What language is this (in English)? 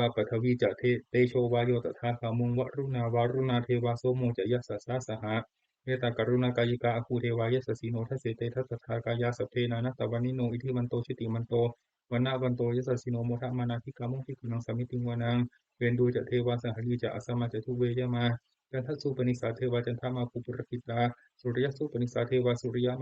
Pali